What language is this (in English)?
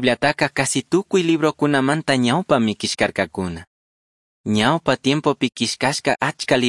Chimborazo Highland Quichua